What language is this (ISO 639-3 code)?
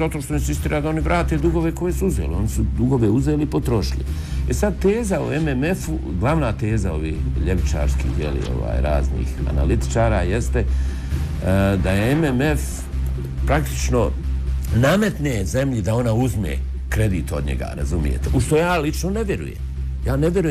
bos